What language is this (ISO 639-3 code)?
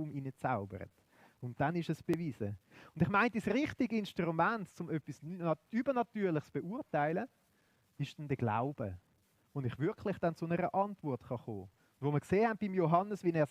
gsw